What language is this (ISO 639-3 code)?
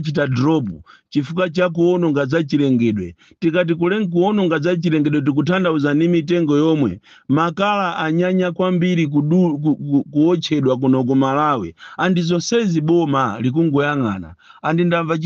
nya